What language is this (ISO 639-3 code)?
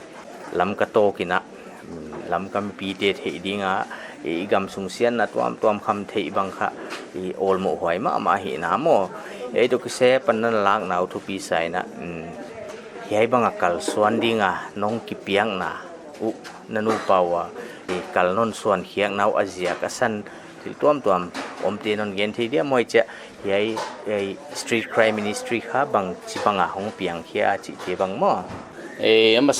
pck